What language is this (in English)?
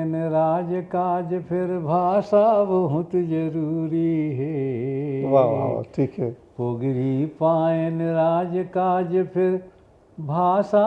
Chhattisgarhi